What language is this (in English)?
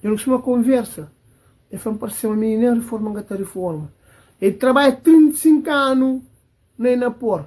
Kabuverdianu